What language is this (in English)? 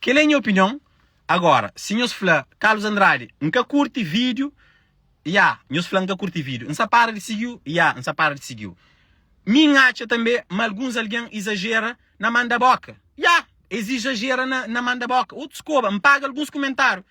Kabuverdianu